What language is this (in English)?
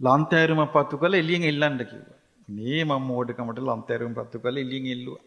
Sinhala